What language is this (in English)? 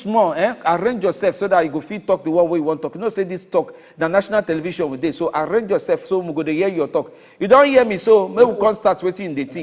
Nigerian Pidgin